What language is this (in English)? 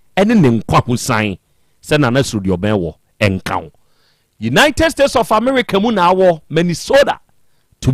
Akan